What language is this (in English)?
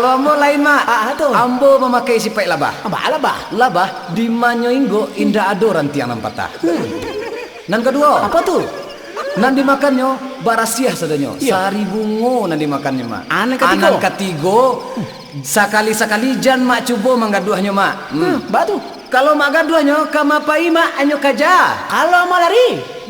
Minangkabau